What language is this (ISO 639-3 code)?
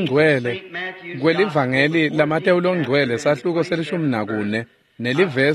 ssw